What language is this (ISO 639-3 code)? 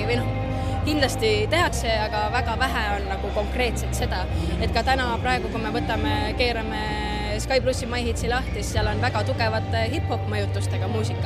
est